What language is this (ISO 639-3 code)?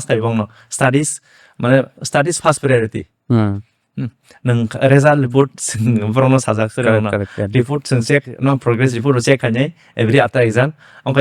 trp